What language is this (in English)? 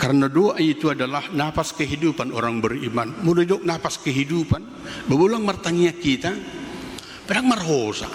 Batak Toba